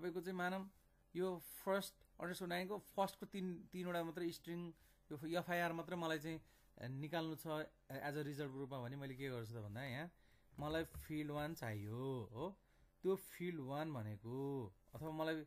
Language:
Nepali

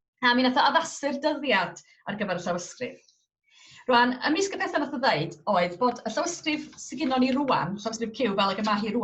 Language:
Welsh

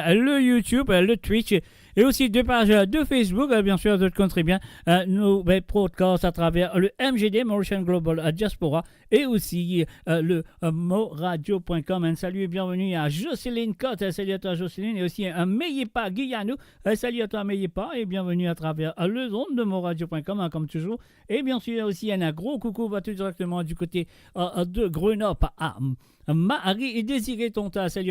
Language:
Morisyen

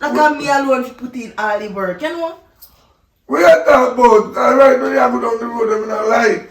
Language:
Jamaican Creole English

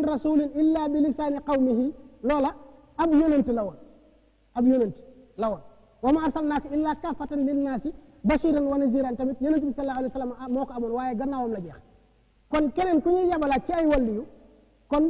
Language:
Wolof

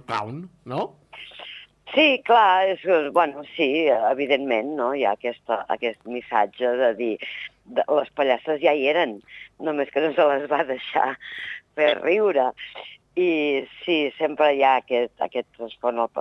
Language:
Catalan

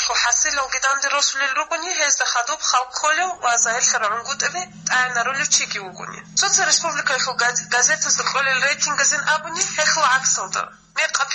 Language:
Avaric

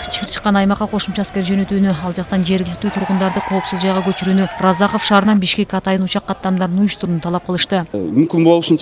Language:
Kyrgyz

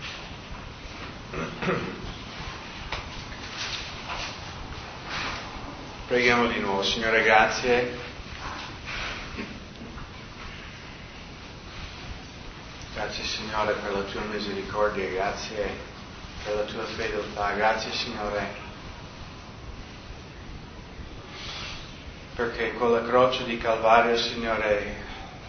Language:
Italian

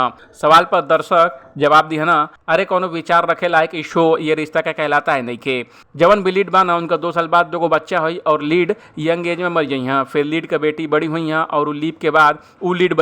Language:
Bhojpuri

